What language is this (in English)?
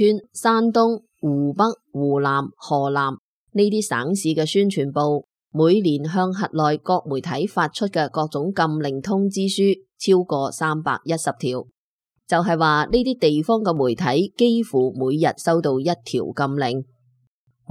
Cantonese